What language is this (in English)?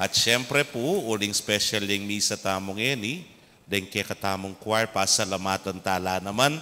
Pampanga